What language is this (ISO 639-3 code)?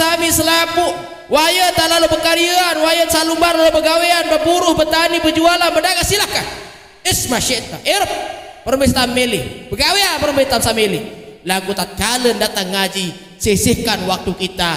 sas